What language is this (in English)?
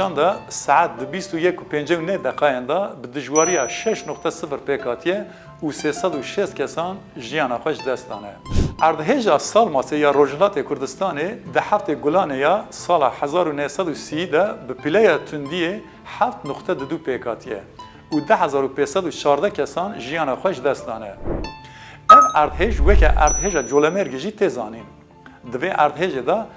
Kurdish